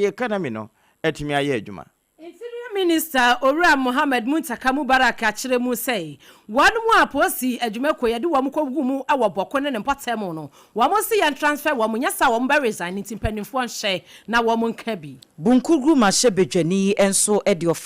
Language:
Akan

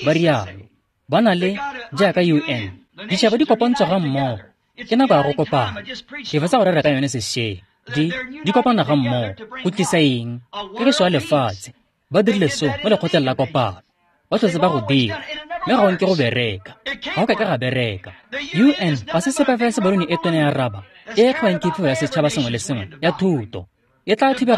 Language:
Tswana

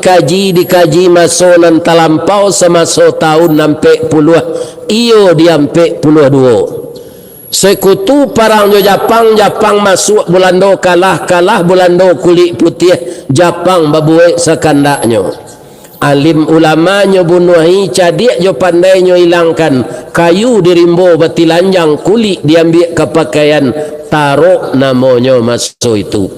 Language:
Minangkabau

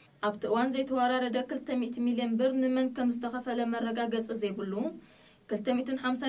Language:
Tigrinya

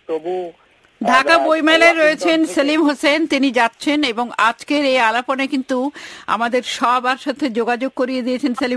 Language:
Bangla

